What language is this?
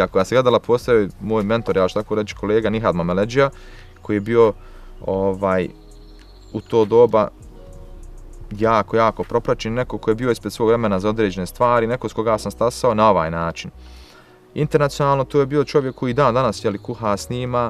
Bosnian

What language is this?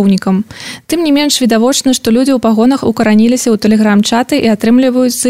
Belarusian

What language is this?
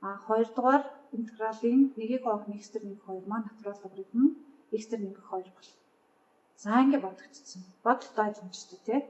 Mongolian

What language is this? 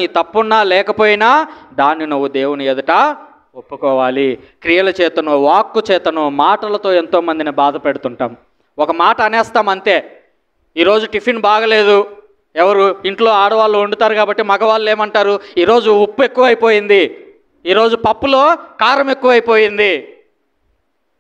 Telugu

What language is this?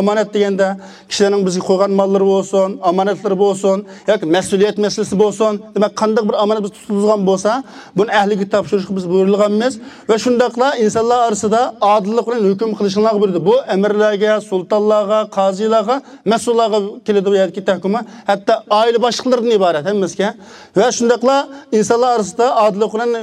Uyghur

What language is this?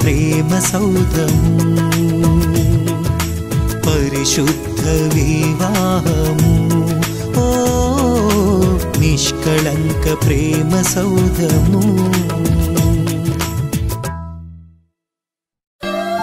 Telugu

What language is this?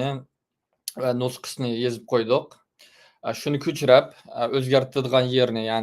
Uyghur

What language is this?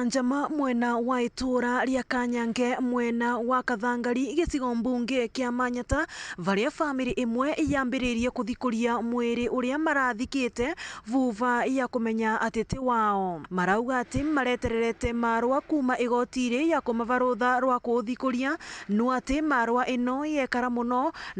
Meru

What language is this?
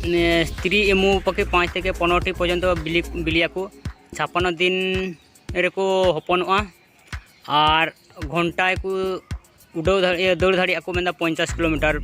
Santali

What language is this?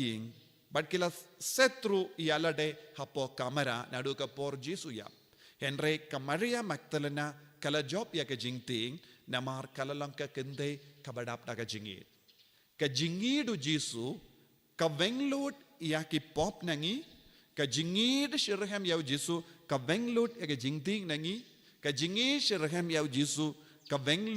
Khasi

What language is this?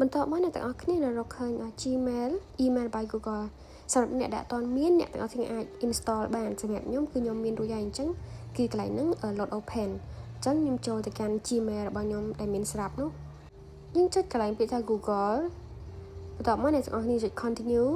Khmer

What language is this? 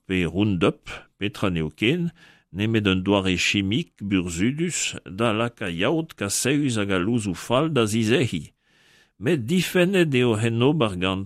Breton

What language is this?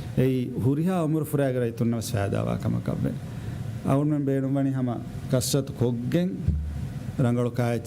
Divehi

